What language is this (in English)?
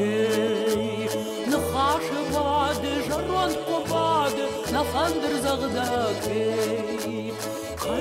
Ossetic